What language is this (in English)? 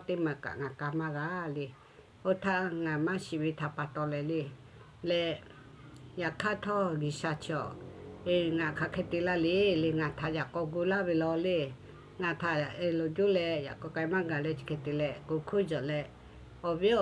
Lahu